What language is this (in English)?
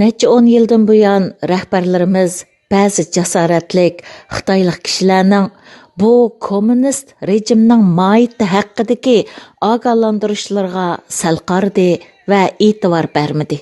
Uyghur